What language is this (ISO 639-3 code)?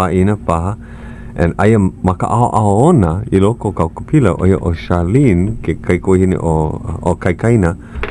haw